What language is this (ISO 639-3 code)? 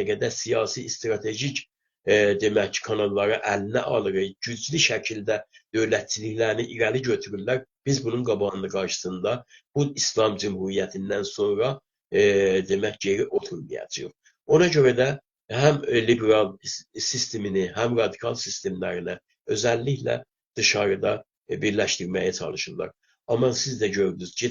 azb